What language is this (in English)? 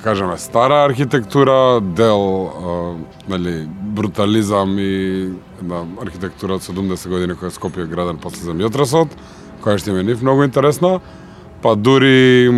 Macedonian